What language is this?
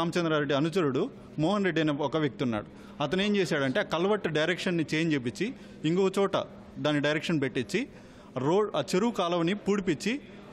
Telugu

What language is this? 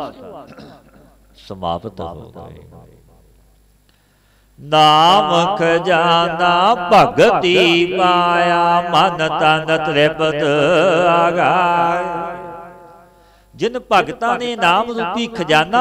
Punjabi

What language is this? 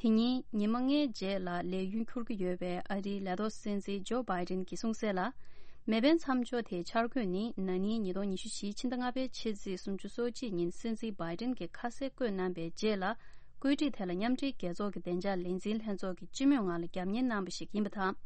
Tibetan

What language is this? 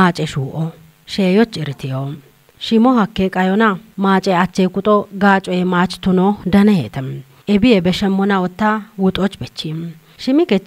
Kafa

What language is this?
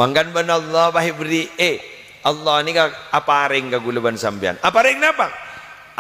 Madurese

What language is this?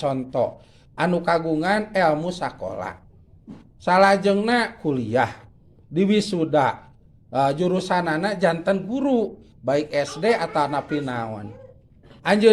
Sundanese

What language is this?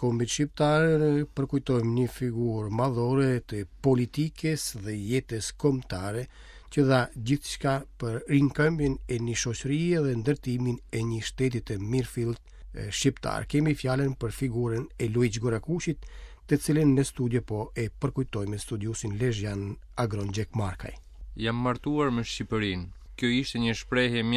Albanian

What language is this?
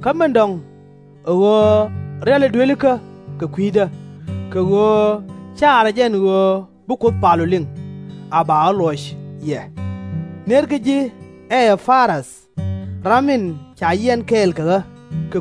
Nuer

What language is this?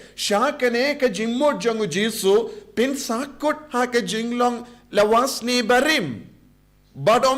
Khasi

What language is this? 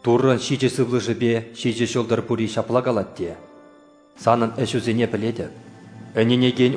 Chuvash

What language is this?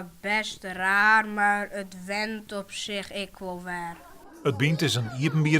Western Frisian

